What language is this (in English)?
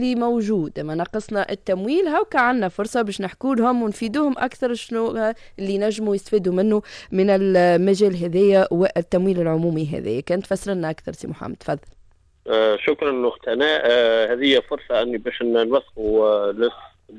Tunisian Arabic